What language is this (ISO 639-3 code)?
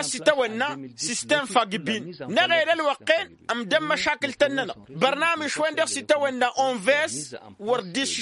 taq